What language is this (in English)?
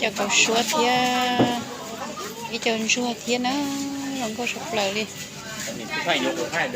Hmong